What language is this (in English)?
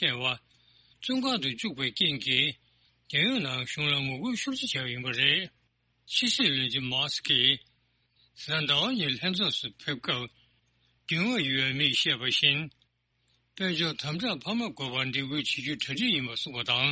Tibetan